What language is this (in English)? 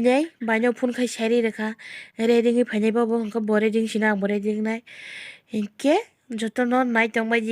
Kok Borok